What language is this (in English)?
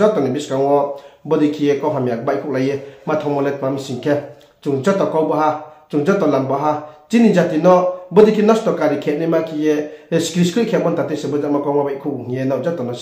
Riang (India)